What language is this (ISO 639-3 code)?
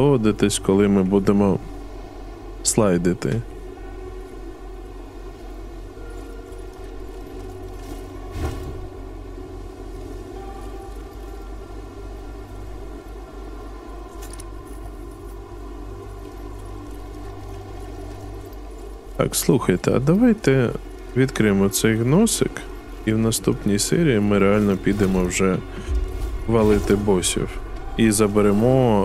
ukr